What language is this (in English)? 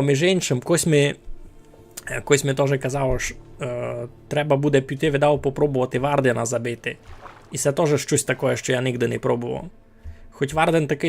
Rusyn